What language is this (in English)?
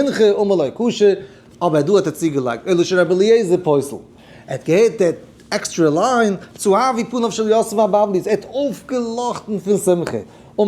Yiddish